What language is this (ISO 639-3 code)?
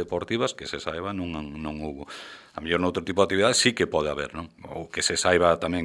glg